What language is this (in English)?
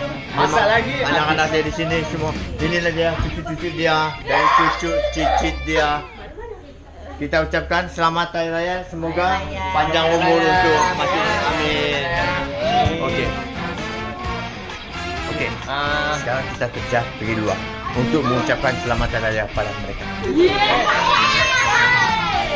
Malay